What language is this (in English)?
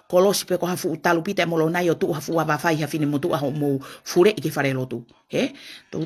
Tongan